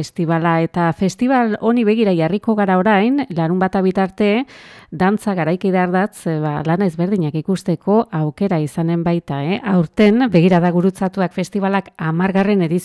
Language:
Basque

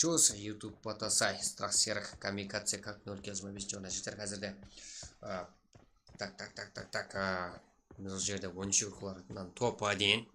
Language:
Kara-Kalpak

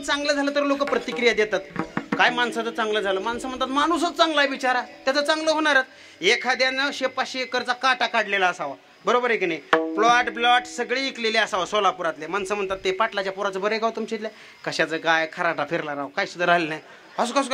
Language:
Marathi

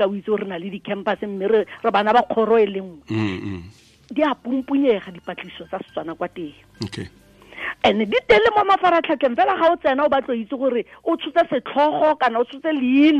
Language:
Tswana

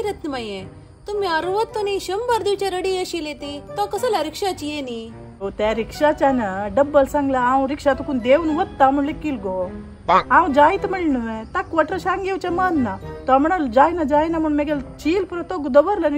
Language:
Konkani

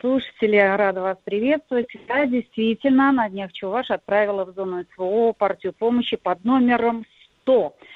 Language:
Russian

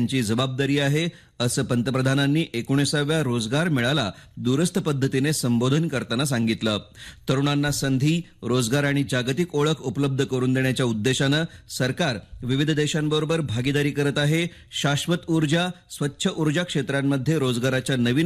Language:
Marathi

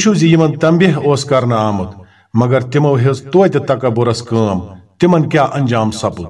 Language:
Kashmiri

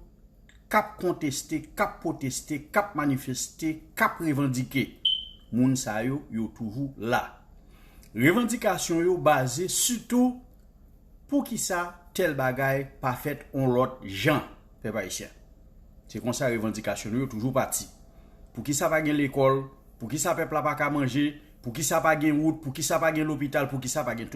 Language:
Haitian Creole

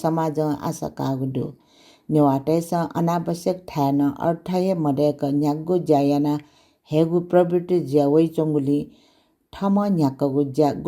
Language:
Newari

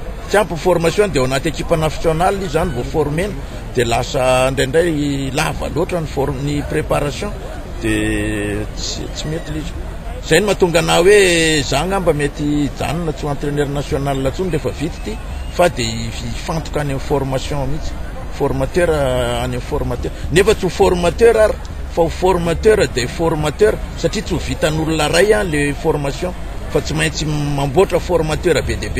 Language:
Malagasy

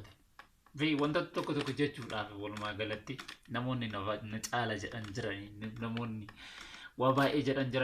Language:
Oromo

